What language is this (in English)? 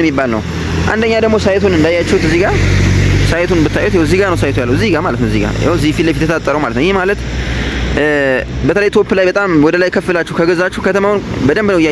Amharic